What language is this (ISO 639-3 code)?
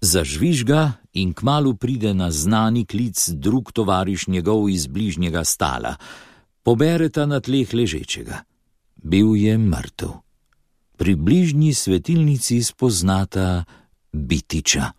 slv